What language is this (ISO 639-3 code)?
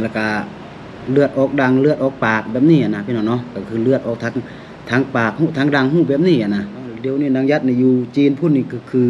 lao